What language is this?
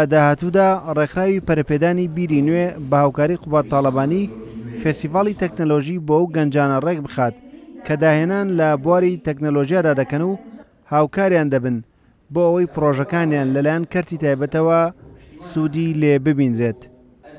Central Kurdish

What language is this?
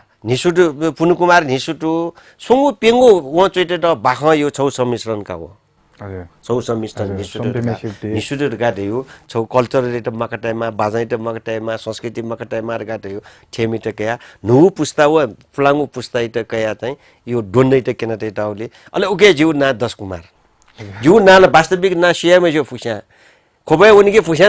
Newari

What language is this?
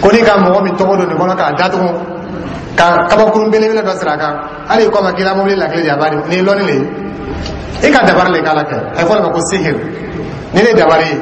Dyula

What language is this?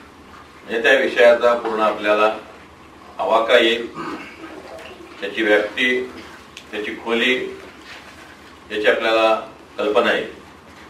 Marathi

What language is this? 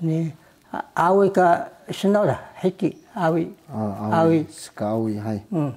Taroko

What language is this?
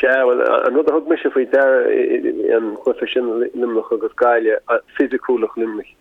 Irish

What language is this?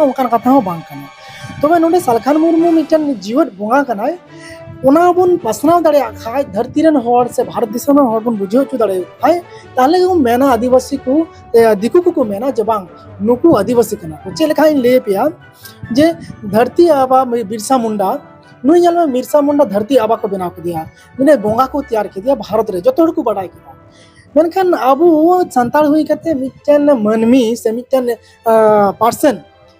Santali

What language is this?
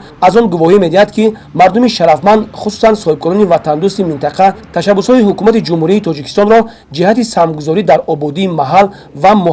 Tajik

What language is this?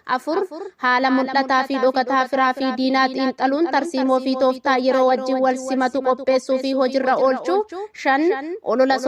Oromo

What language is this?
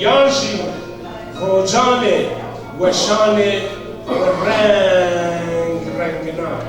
Zaza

